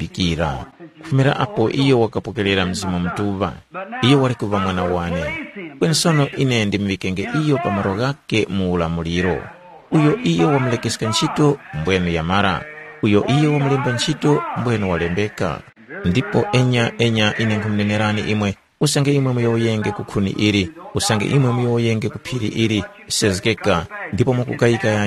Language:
Tumbuka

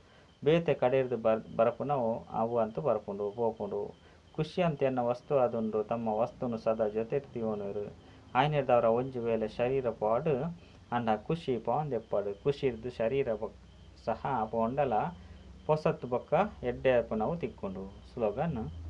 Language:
Tulu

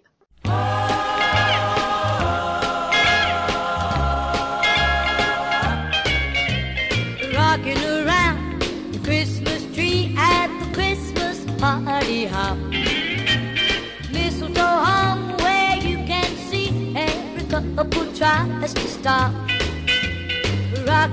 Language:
English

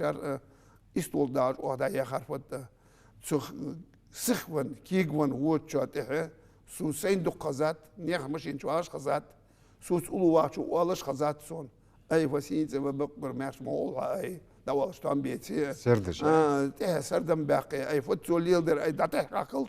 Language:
Ingush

